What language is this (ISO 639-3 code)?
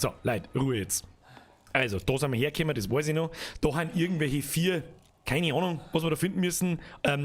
bar